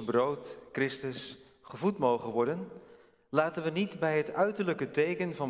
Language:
Dutch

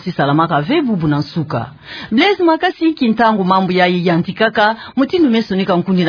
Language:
Kituba (Democratic Republic of Congo)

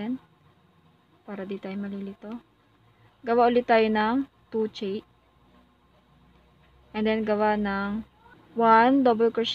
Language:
Filipino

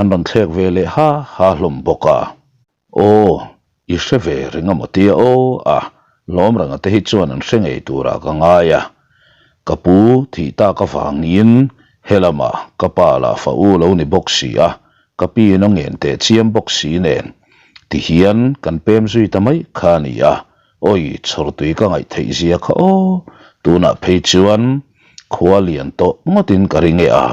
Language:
Mizo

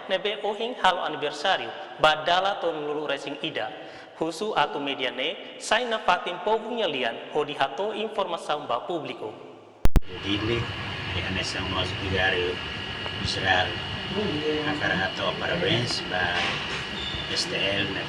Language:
Tetum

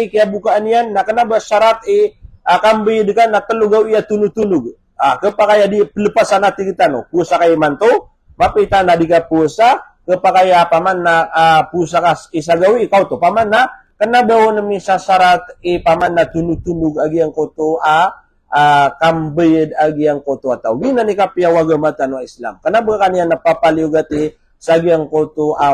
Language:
Maranao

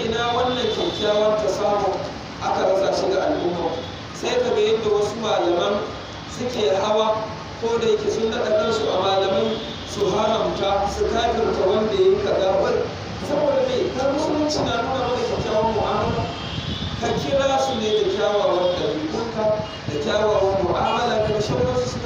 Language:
Hausa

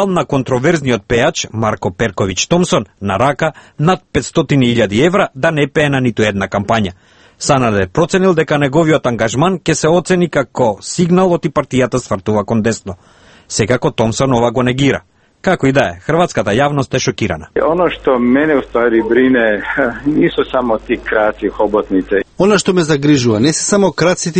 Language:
Macedonian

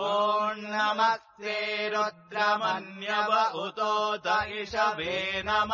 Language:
Sanskrit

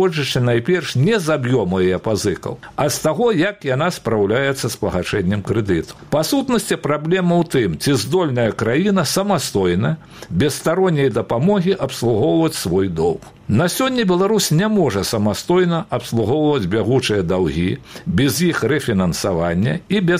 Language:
Belarusian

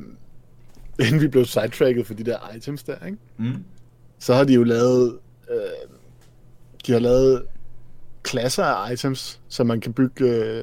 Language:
Danish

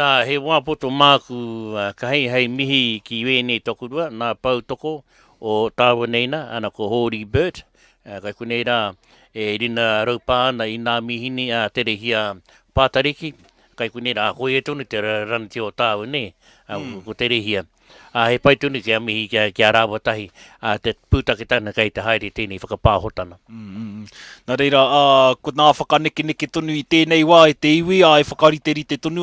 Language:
Māori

